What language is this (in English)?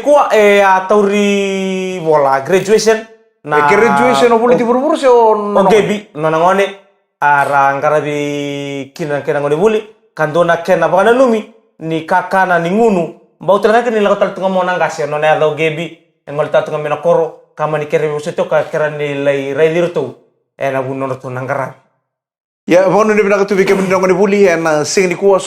Fijian